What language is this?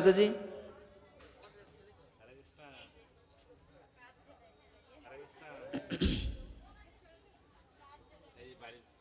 Bangla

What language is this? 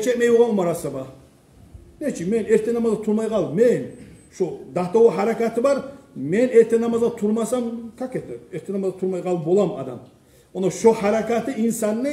Kumyk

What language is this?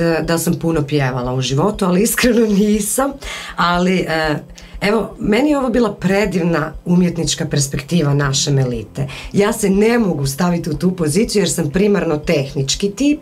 Croatian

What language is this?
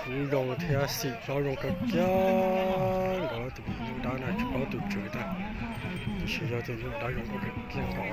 Hmong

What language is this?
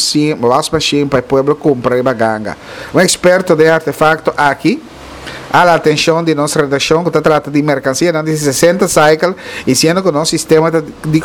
Papiamento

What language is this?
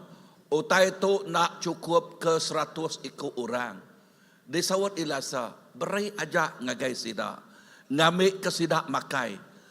Iban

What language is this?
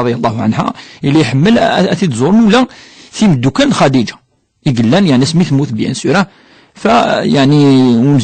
Kabyle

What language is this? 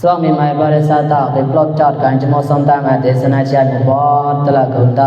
Mon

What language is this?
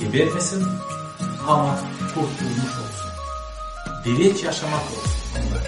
Gagauz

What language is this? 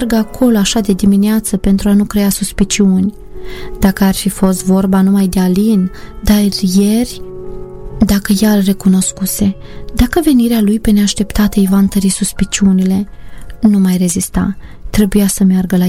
Romanian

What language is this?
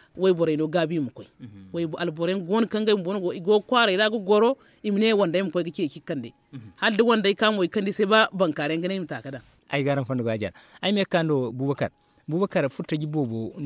Zarma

